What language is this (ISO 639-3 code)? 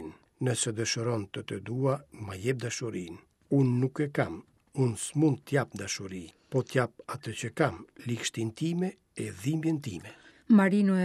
sqi